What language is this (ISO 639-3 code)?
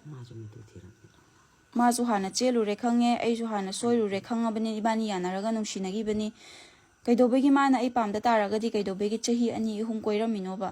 mni